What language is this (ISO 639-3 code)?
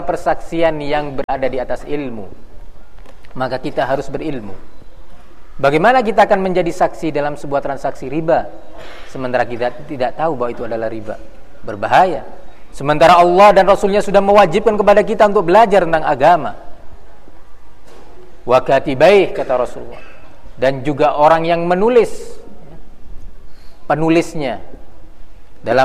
ind